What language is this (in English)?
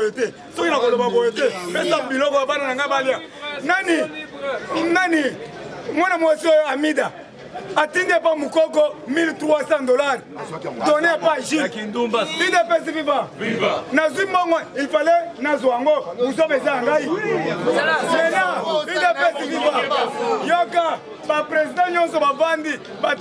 Lingala